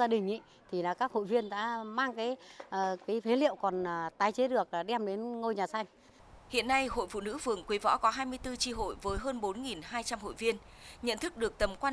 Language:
Vietnamese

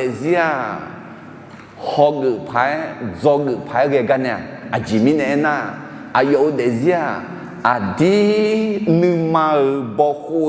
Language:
Akha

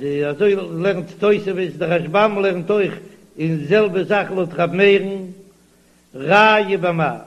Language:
Yiddish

